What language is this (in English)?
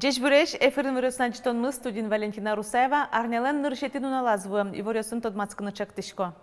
Udmurt